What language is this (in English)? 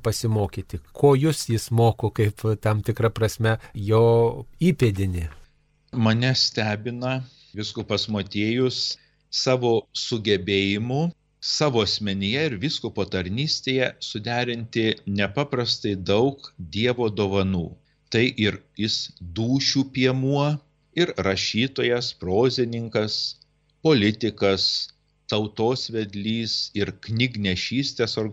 Lithuanian